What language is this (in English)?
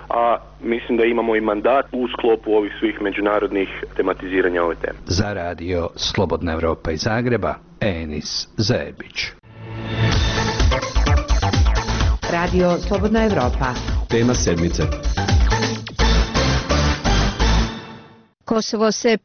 Croatian